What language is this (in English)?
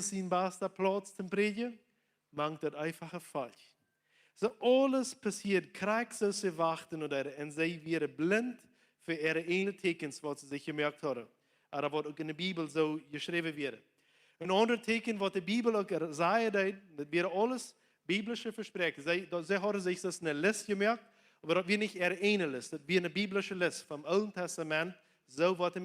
Plautdietsch